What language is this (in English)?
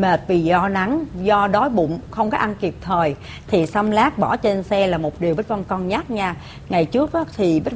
Vietnamese